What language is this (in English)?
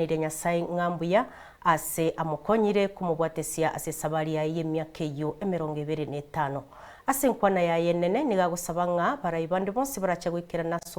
Gusii